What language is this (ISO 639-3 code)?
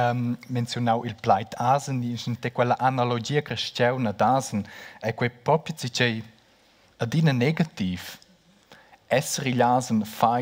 roh